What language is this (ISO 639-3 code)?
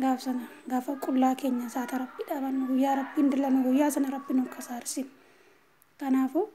orm